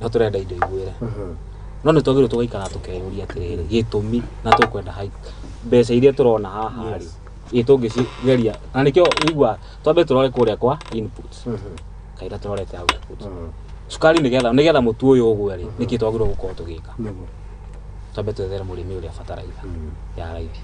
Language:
Kikuyu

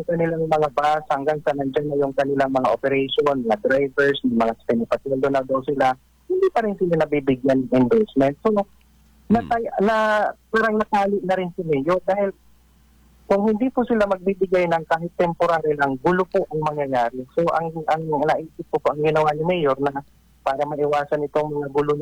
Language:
Filipino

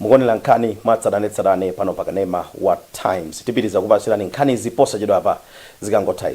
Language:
Nyanja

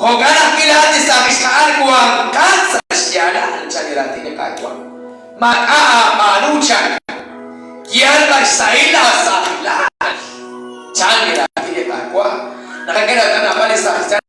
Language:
Kekchí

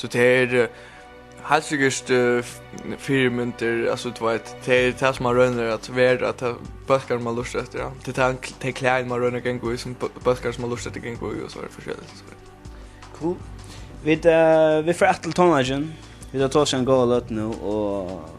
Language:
Faroese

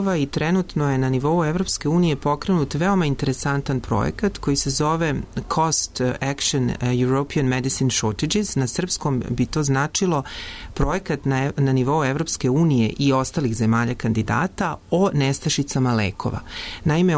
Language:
Serbian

